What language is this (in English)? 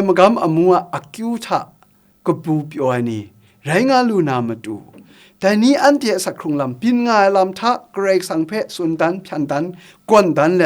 Kachin